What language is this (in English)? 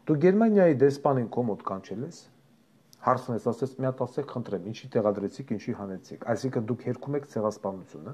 Armenian